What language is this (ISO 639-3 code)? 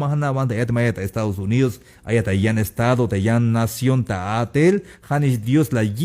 tzh